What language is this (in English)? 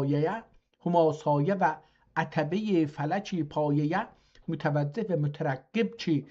South Azerbaijani